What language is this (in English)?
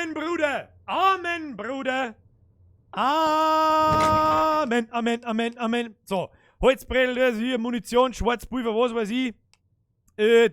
Bavarian